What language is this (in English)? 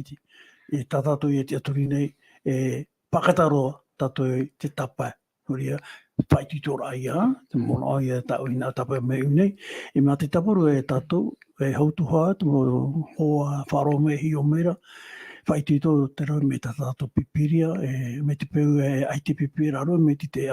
Tahitian